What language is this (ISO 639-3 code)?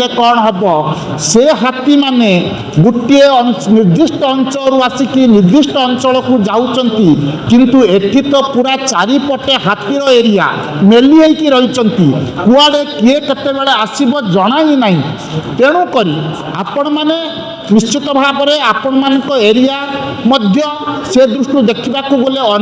ori